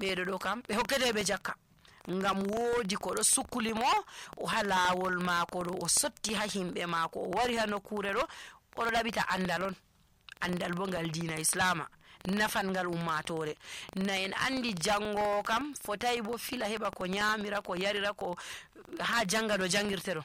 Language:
Nigerian Fulfulde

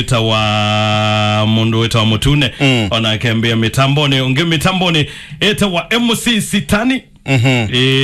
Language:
Kamba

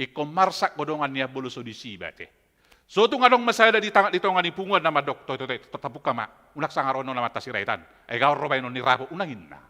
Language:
Batak Toba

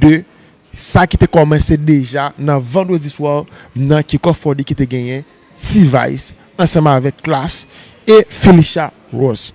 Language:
Haitian Creole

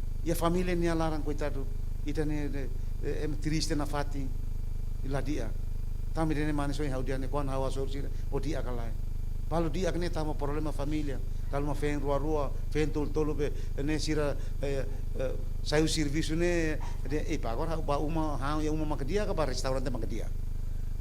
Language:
Tetum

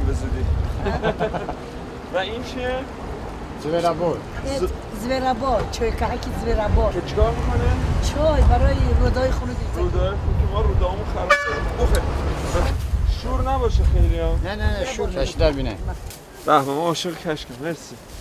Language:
Persian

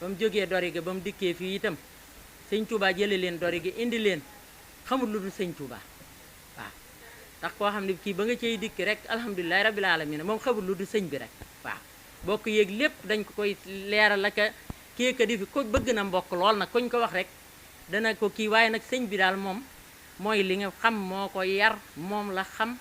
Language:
Wolof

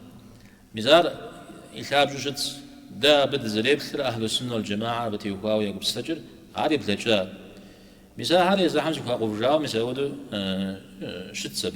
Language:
Kabardian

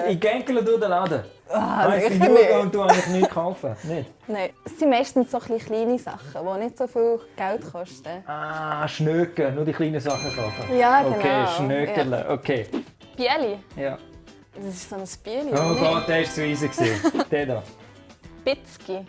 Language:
Swiss German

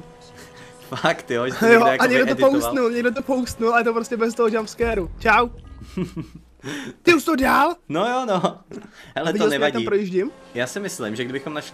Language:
Czech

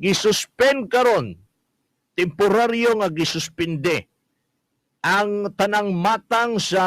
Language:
Cebuano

